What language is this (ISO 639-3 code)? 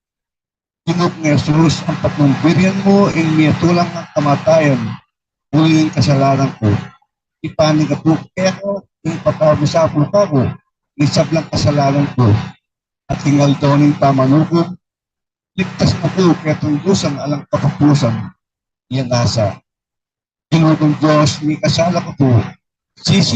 pam